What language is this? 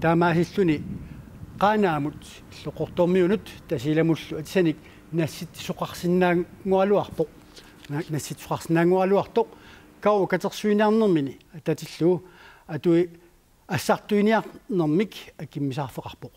Kalaallisut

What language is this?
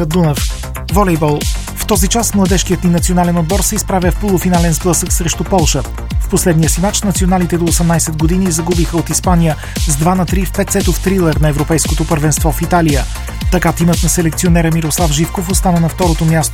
Bulgarian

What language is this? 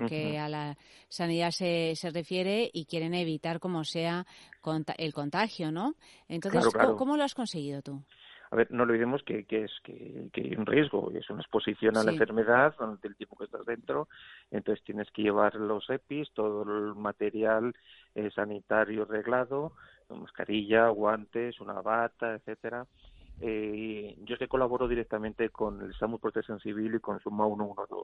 Spanish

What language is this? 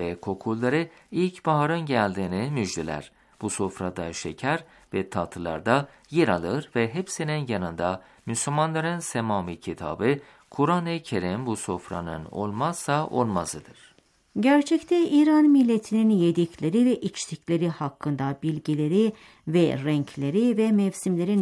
Turkish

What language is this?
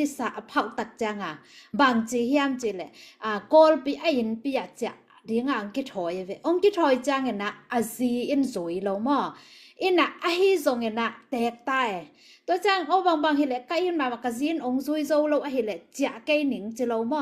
Tedim Chin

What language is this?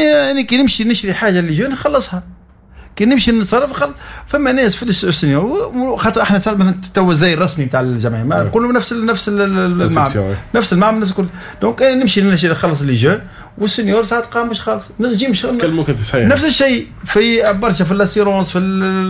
Tunisian Arabic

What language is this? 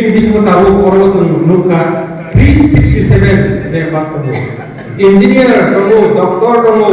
Kok Borok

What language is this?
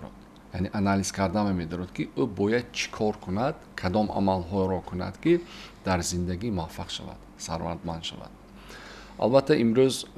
Tajik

